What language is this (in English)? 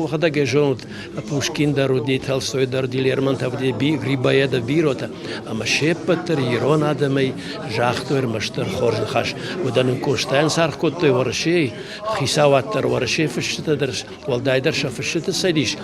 Ossetic